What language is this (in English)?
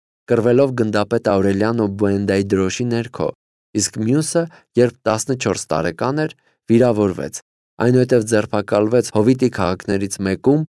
Armenian